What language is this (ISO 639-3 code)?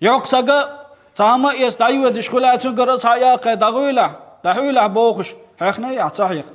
che